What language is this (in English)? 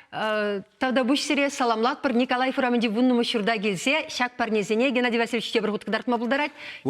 Chuvash